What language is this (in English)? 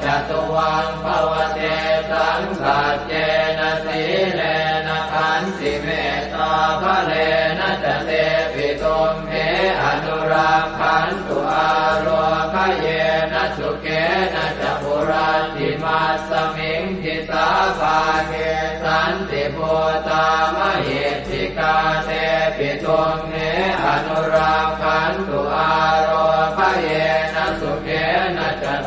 Pali